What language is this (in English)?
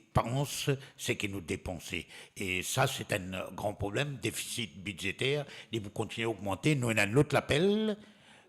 Morisyen